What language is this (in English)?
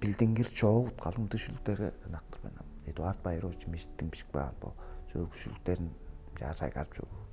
Tuvinian